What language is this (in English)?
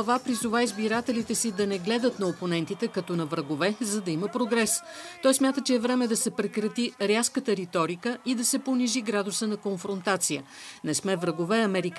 Bulgarian